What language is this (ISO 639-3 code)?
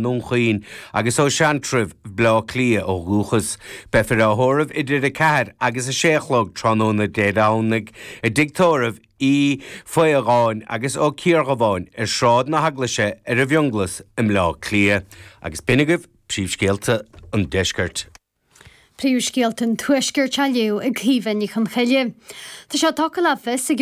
gle